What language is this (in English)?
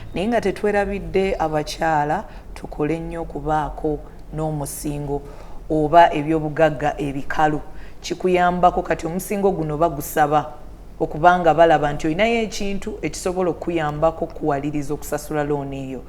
Ganda